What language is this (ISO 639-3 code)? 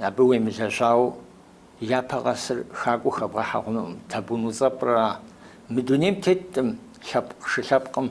kbd